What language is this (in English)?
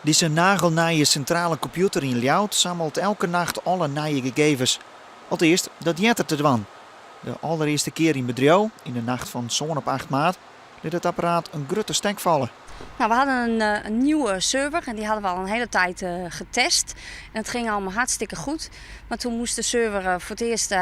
Western Frisian